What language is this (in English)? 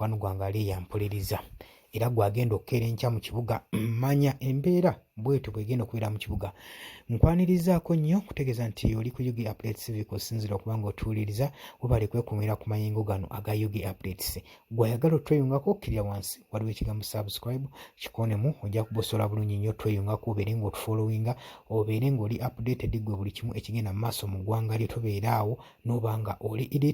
Ganda